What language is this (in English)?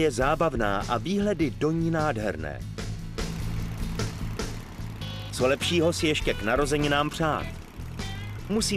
Czech